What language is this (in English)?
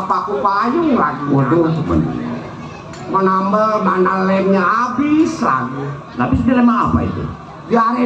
Betawi